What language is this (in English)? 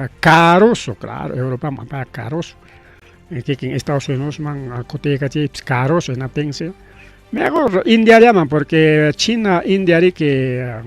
Ayacucho Quechua